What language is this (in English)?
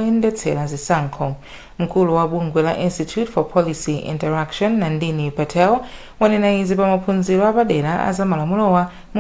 Nyanja